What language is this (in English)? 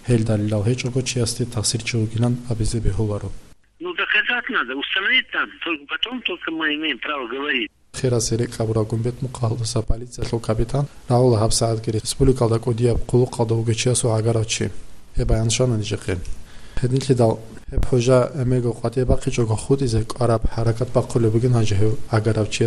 Avaric